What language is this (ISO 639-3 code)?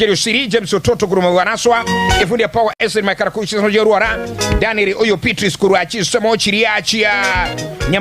guz